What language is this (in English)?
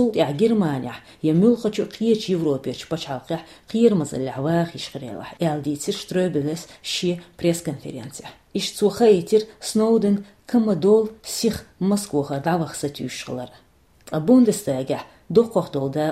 Chechen